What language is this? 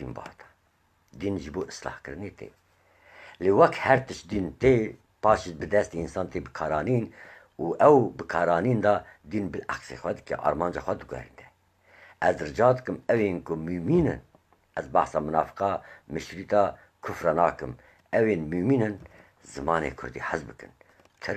Kurdish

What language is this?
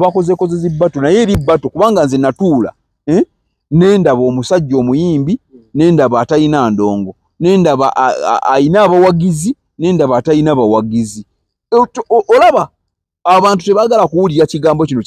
Ganda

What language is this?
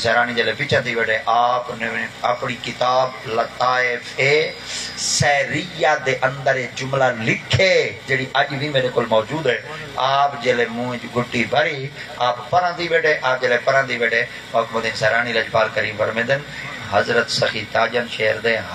Saraiki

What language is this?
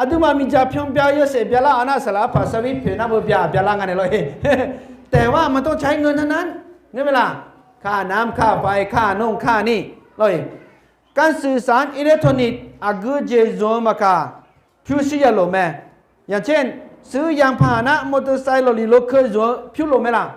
Akha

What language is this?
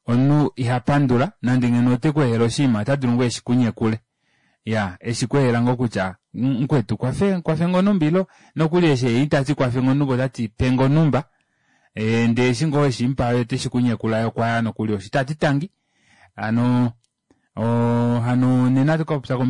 Kuanyama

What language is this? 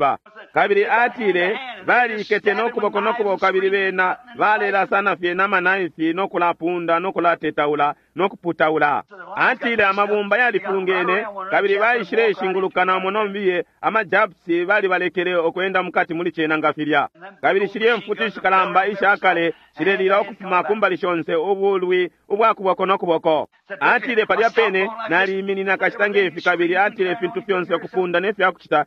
Bemba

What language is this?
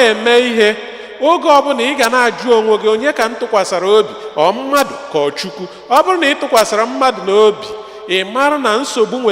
Igbo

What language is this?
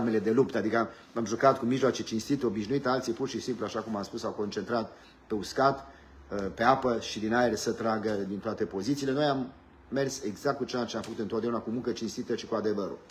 Romanian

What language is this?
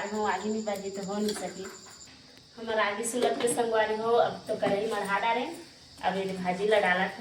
Chhattisgarhi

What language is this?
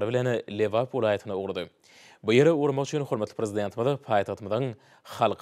Turkmen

